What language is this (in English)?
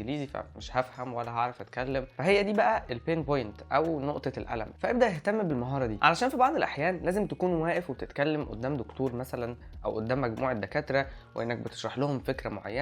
Egyptian Arabic